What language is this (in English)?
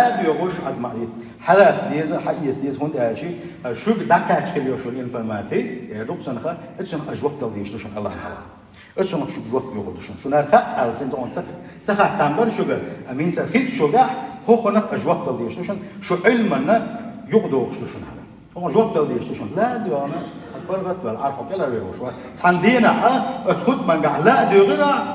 Chechen